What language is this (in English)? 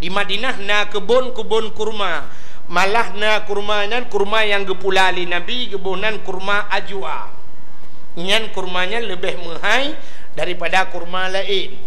Achinese